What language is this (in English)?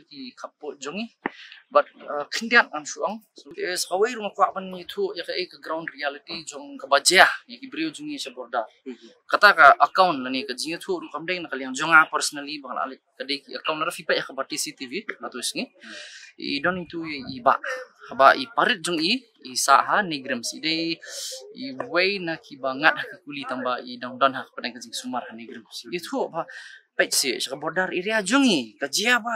Khasi